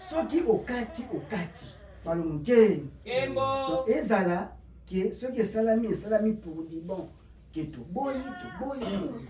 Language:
Lingala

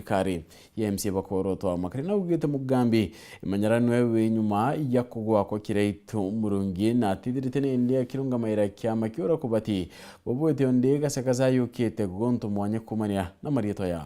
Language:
Meru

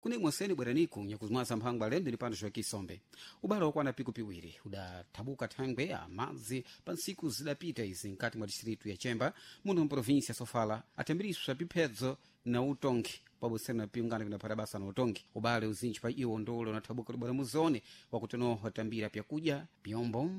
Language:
Sena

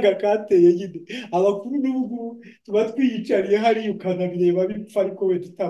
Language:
Kinyarwanda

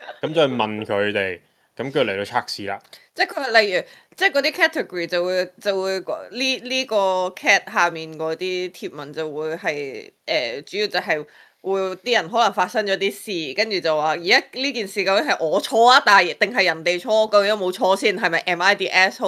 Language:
Cantonese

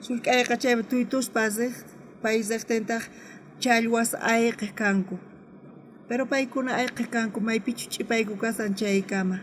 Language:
South Bolivian Quechua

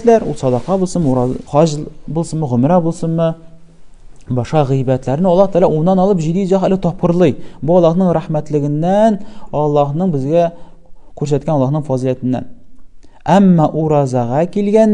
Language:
Tatar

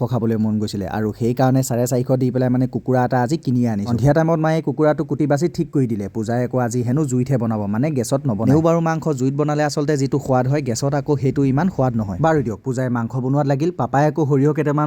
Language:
Assamese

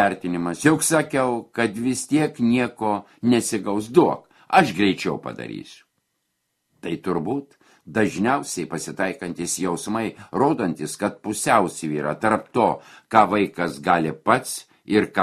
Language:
Lithuanian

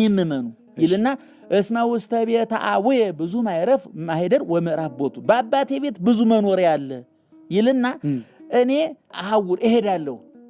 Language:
Amharic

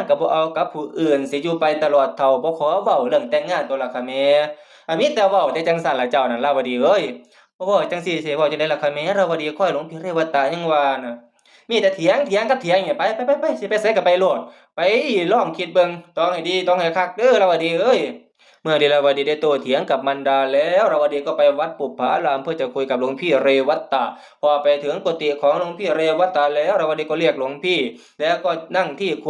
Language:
Northeastern Thai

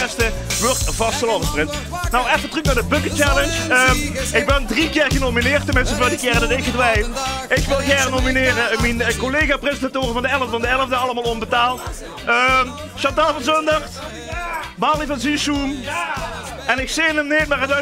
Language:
Limburgish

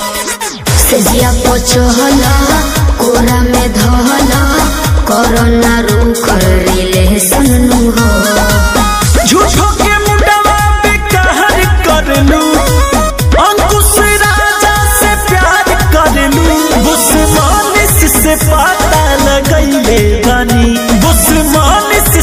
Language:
Bhojpuri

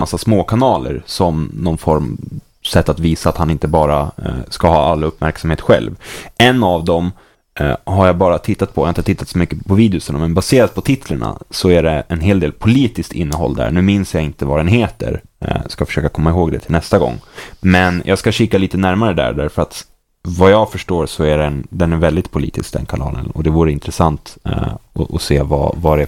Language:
Swedish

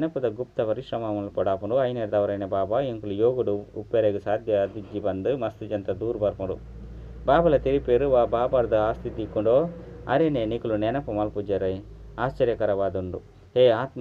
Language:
Tulu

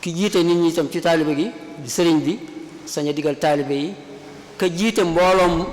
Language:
Wolof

